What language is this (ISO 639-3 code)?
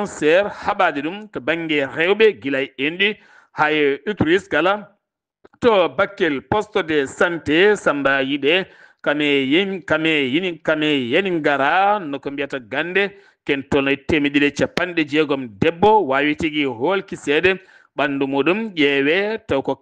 ful